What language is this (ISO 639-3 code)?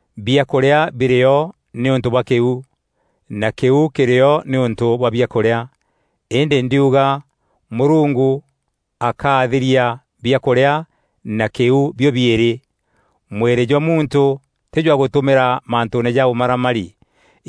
mer